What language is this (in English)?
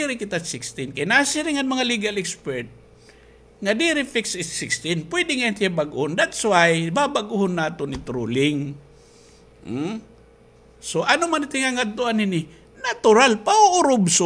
Waray